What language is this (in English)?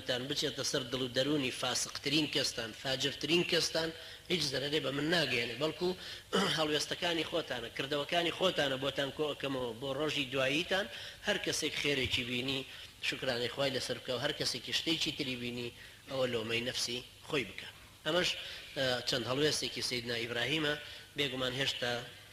Central Kurdish